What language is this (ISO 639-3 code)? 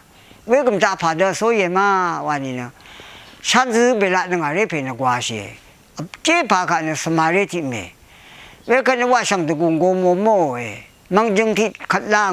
raw